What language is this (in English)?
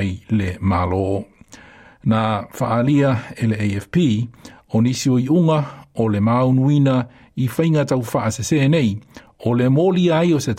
Samoan